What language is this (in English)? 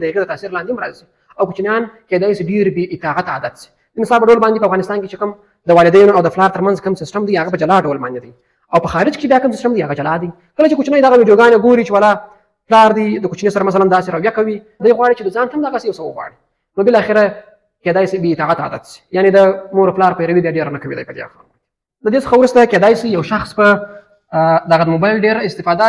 Pashto